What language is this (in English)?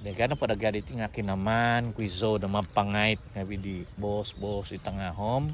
Central Dusun